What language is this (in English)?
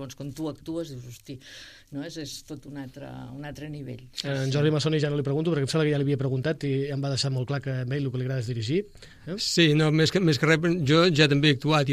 Catalan